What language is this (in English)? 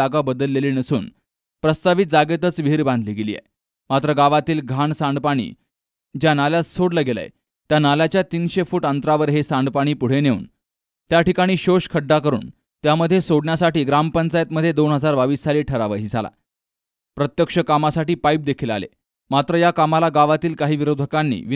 Marathi